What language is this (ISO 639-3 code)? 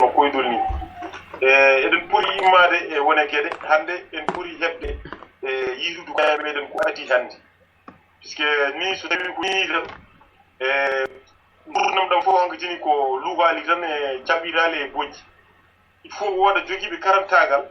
ful